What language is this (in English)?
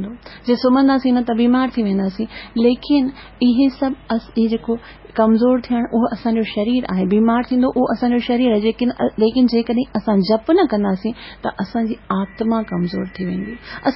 Sindhi